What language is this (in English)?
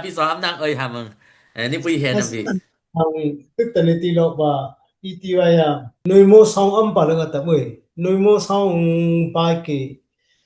Dimasa